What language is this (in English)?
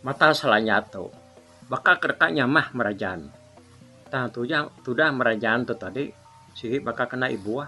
Iban